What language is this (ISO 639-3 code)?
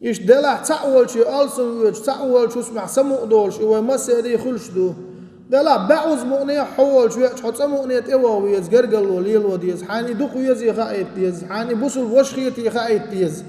che